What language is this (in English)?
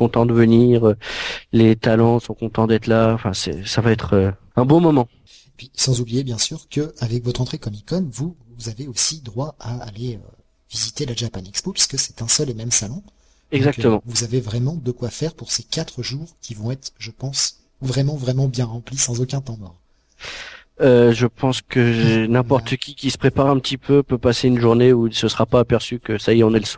French